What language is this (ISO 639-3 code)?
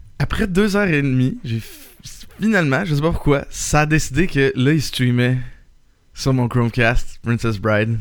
fra